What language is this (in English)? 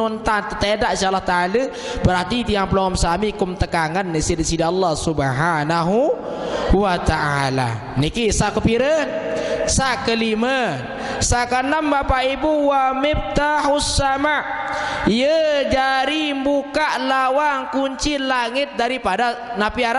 Sasak